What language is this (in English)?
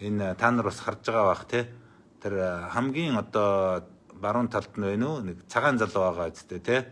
Mongolian